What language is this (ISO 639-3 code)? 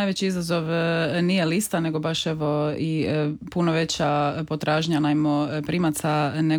hrv